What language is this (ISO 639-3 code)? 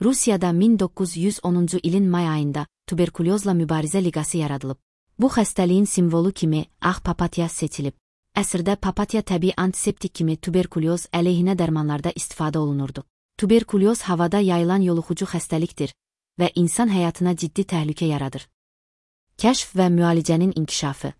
aze